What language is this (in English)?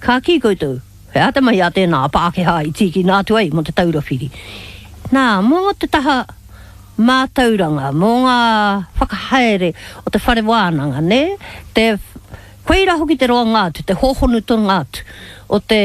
Māori